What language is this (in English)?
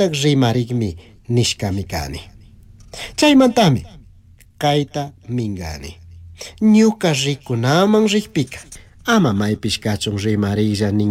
Chimborazo Highland Quichua